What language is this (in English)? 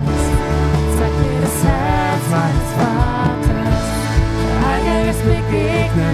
Swiss German